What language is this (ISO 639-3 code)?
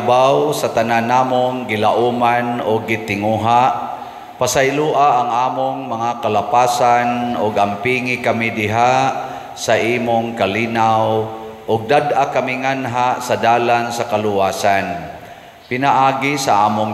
ceb